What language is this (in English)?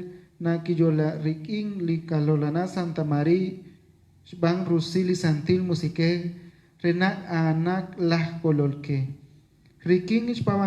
Kekchí